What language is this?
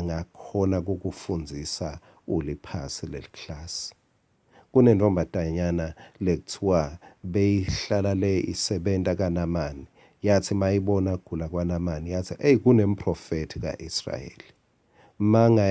Swati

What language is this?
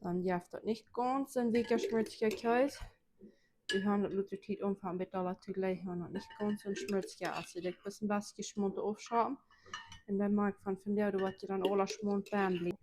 Plautdietsch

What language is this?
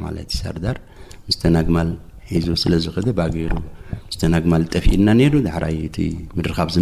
Tigrinya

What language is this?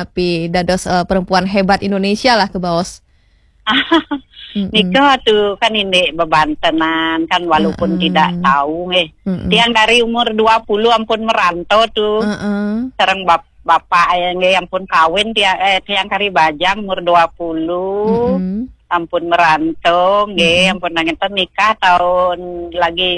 Balinese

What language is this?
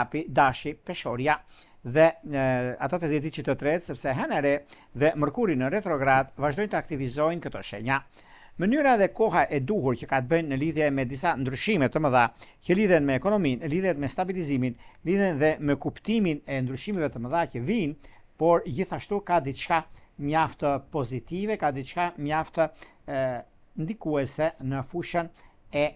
Albanian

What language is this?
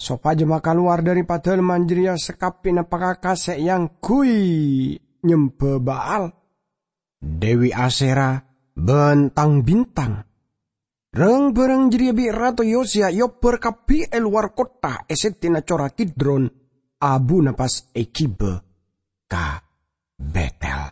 Madurese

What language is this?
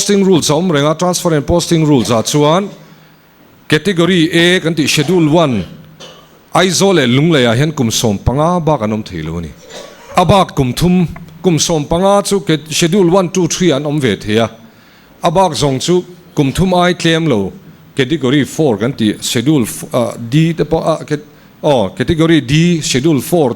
Mizo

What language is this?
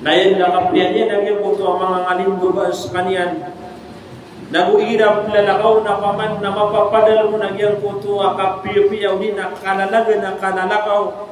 Maranao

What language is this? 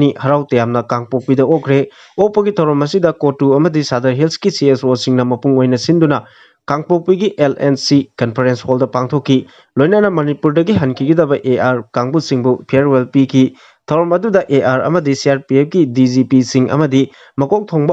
Manipuri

